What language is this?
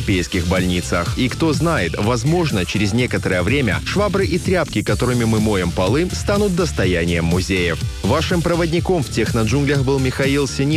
Russian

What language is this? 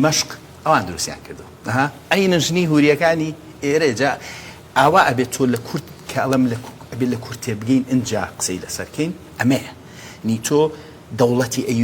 Central Kurdish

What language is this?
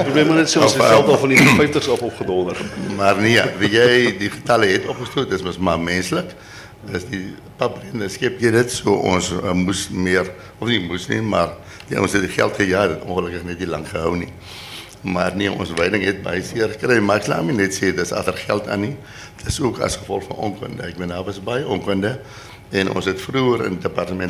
Afrikaans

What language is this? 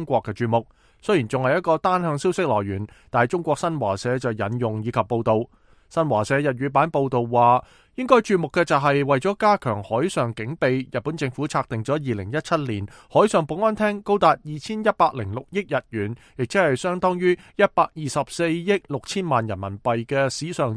Cantonese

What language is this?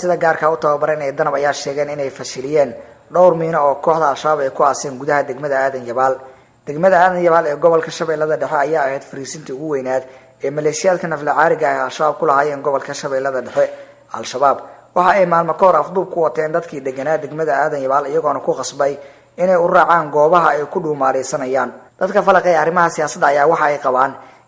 Somali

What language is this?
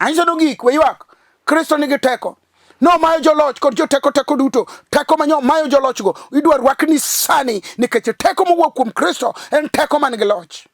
Luo (Kenya and Tanzania)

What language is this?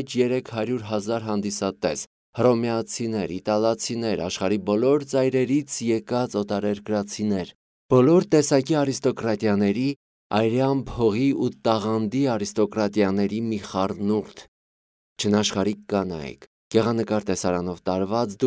Armenian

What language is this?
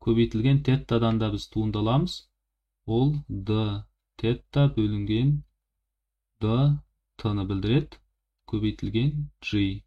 Kazakh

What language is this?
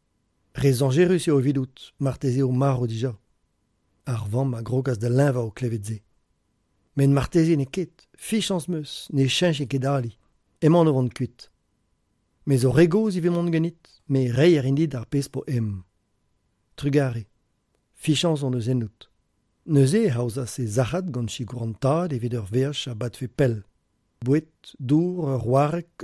Breton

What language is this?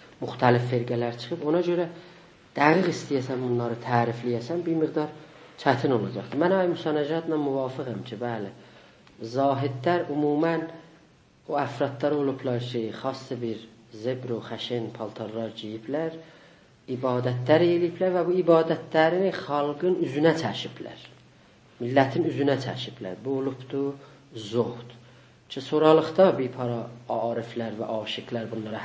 South Azerbaijani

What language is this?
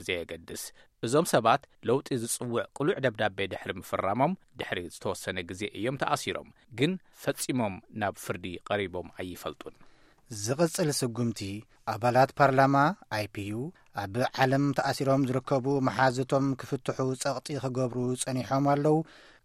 Tigrinya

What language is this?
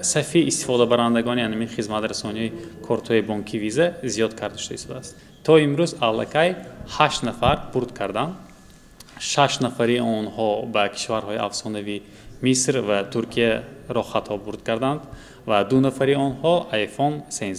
Tajik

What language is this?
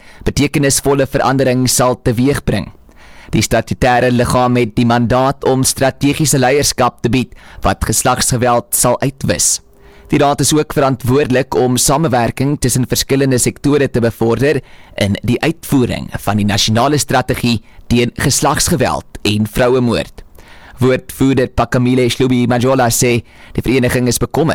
Afrikaans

